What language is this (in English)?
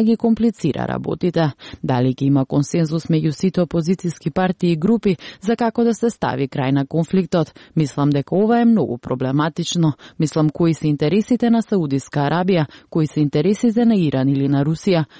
Macedonian